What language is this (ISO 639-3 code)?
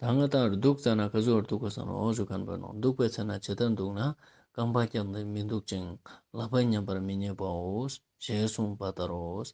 lbj